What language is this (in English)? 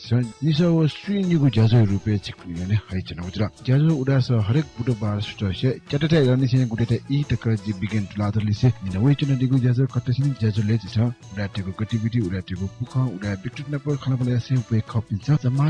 Newari